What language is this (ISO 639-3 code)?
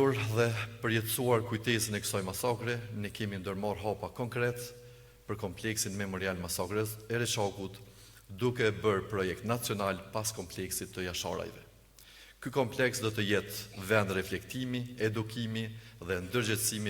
sqi